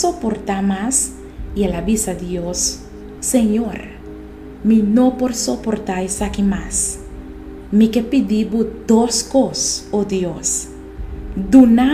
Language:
Papiamento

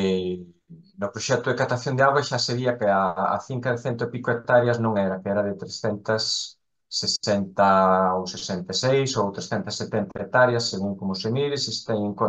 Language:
Galician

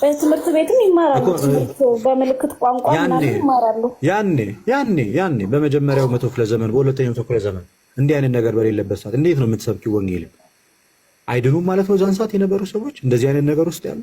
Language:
Amharic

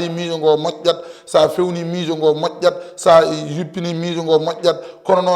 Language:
Fula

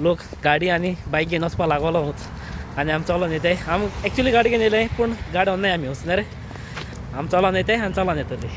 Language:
Konkani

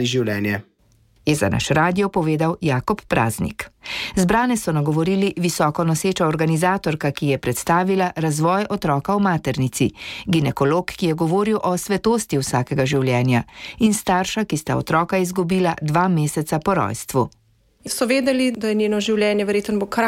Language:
Slovenian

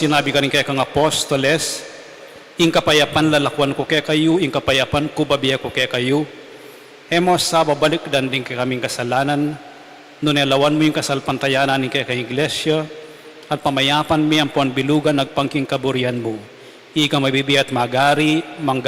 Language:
Pampanga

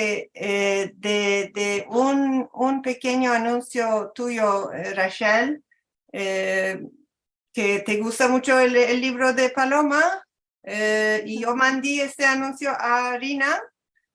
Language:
Ladino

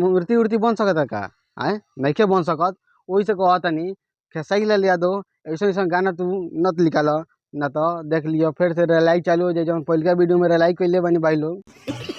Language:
Bhojpuri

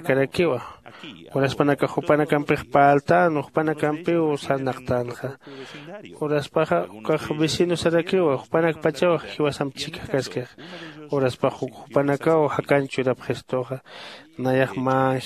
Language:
Aymara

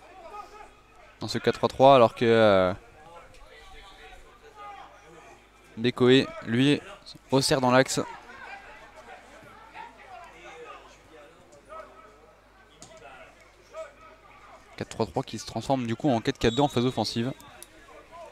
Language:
French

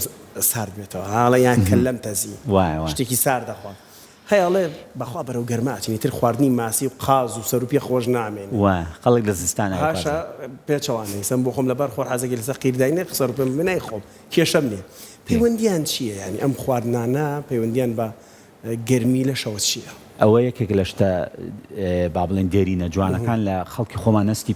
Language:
Central Kurdish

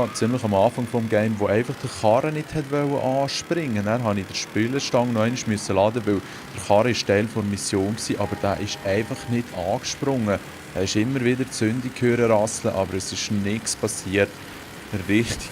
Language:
Swiss German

